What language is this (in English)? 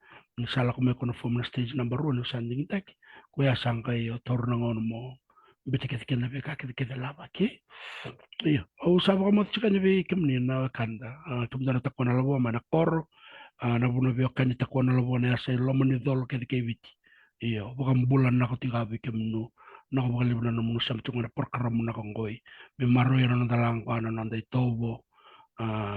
Fijian